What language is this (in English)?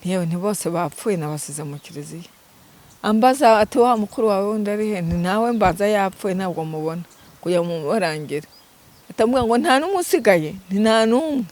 Kinyarwanda